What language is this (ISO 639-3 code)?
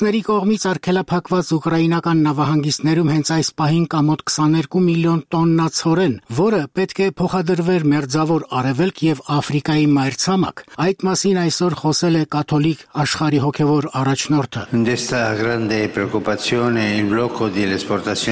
hye